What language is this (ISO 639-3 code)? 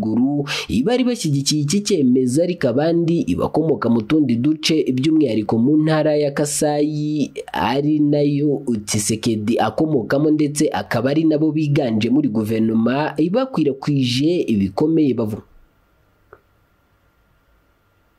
kin